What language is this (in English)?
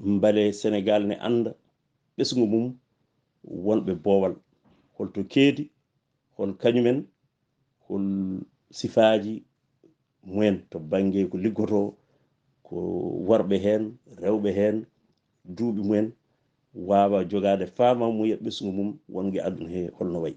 Fula